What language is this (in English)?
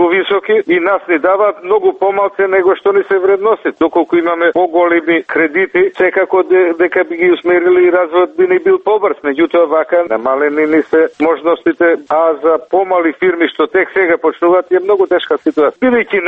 Macedonian